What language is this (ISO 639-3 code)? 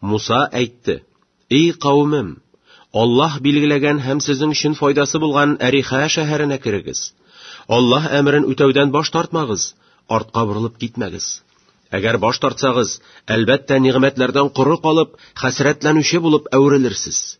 tat